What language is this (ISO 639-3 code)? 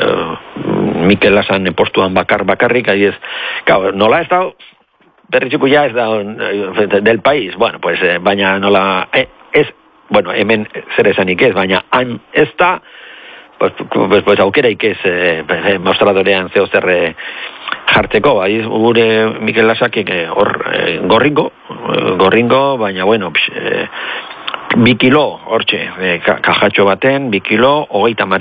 eus